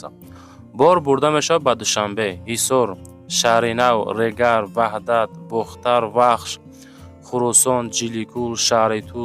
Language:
Tajik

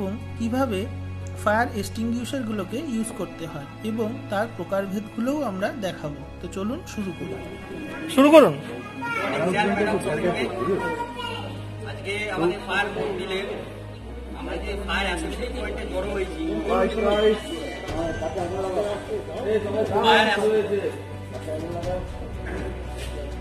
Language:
Bangla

